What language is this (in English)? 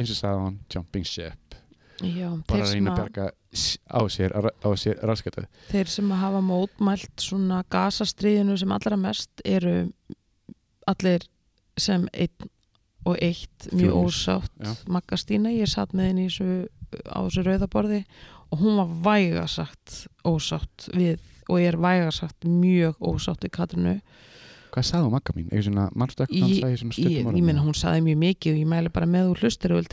Icelandic